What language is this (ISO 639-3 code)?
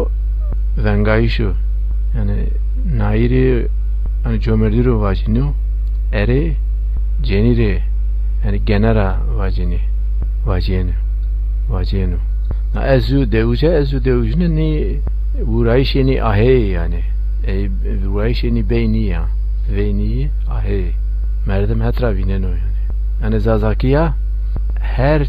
zza